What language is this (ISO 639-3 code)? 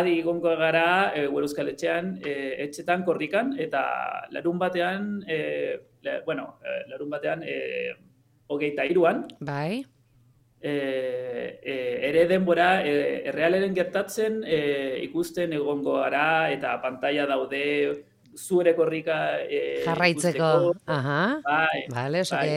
eus